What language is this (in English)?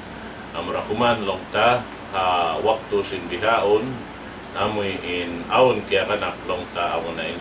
Tausug